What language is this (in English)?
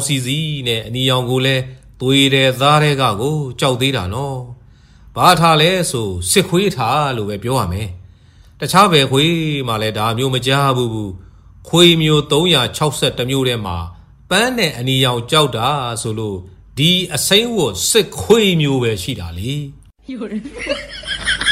Burmese